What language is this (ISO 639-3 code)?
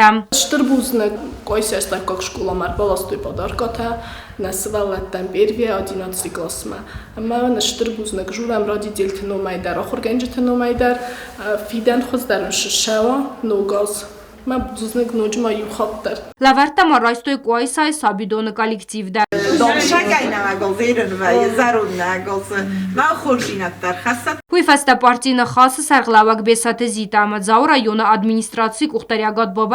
oss